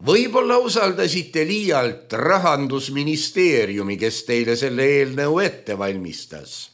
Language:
Estonian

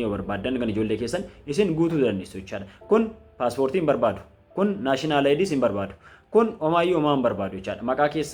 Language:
Oromo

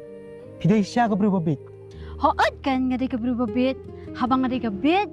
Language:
Khasi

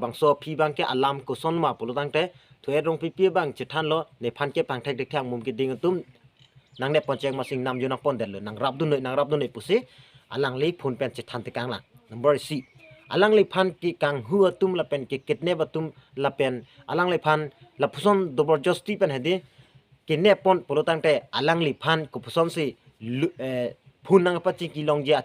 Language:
Karbi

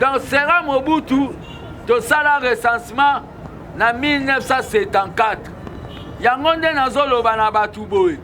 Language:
Lingala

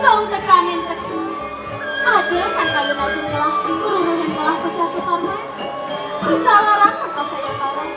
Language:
Balinese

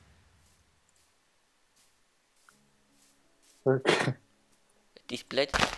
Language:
Swiss German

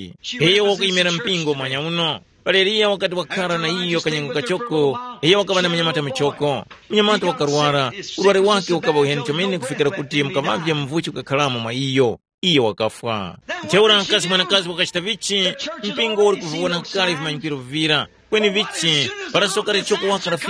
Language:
Tumbuka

